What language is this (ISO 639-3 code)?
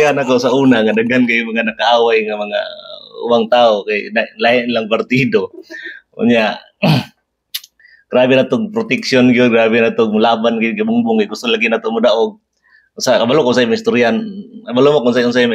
ceb